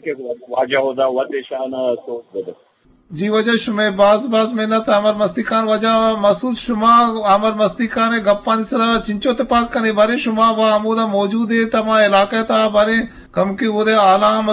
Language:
Eastern Balochi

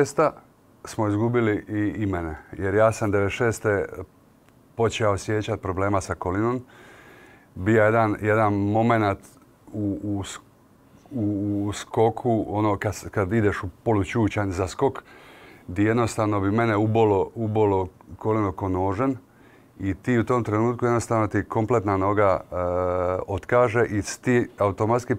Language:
Croatian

